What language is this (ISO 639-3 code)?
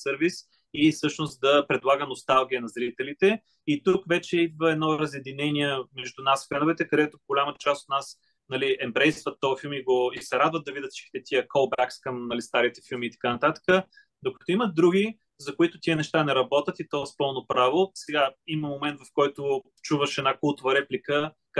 bul